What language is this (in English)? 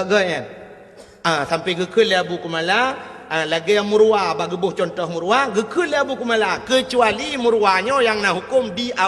Achinese